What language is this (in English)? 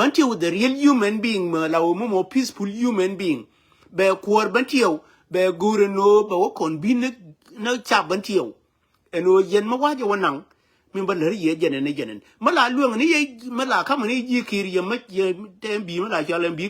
Nuer